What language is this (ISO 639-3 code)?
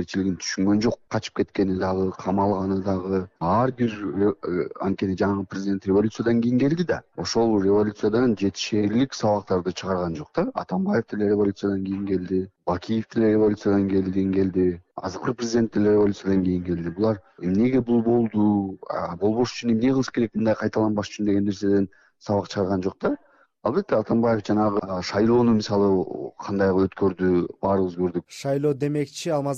kir